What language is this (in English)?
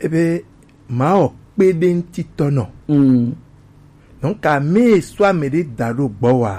Gen